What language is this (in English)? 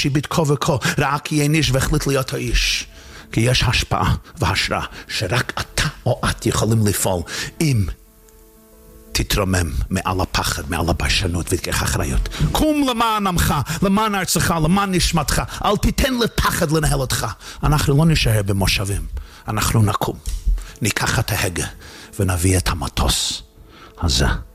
Hebrew